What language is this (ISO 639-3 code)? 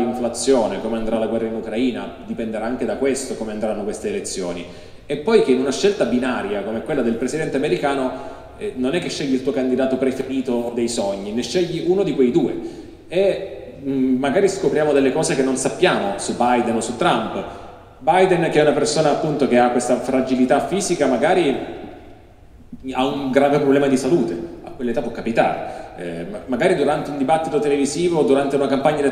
ita